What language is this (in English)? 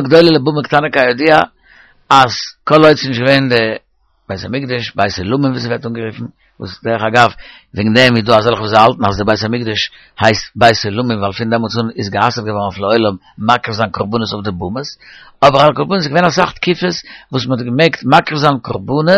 Yiddish